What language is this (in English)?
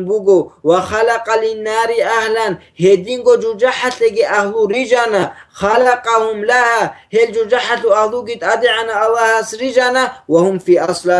Avaric